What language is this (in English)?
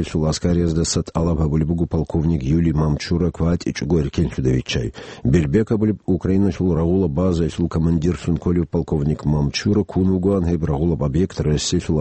Avaric